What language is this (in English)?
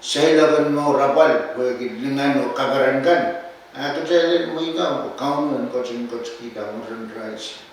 Pohnpeian